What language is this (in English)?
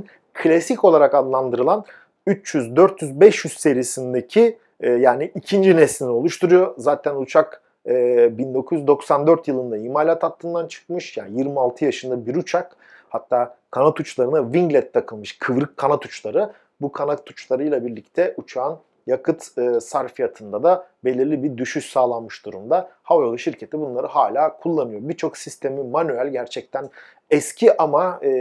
Turkish